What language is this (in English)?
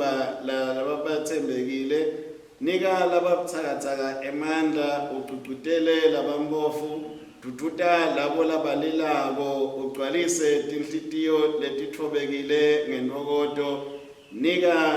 Swati